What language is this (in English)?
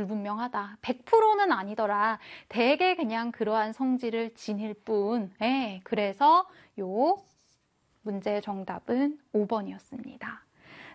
Korean